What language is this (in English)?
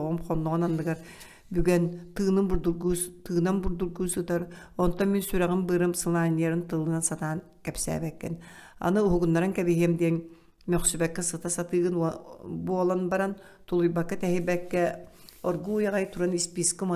Yakut